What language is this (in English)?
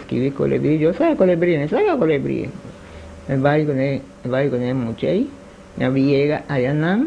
Papiamento